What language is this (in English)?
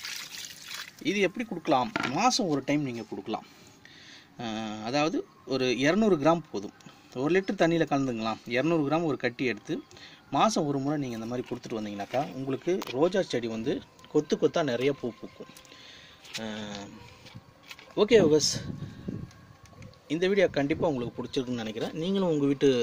Tamil